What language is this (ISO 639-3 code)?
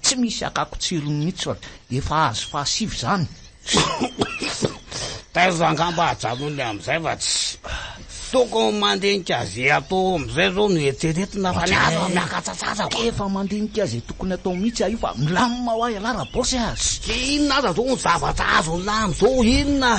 mlg